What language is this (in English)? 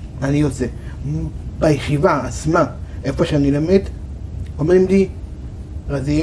Hebrew